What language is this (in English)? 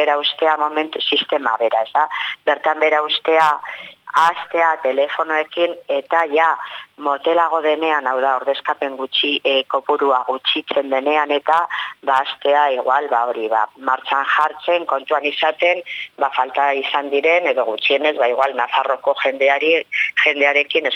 Basque